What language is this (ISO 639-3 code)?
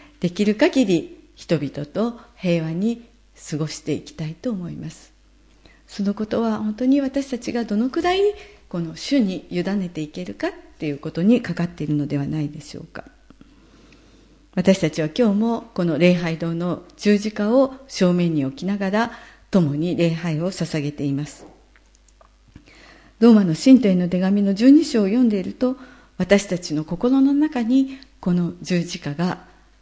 jpn